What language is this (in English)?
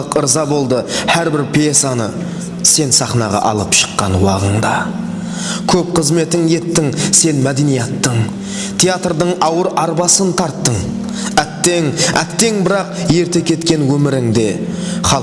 Kara-Kalpak